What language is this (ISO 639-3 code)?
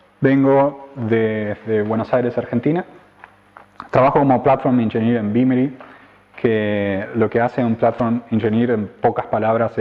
spa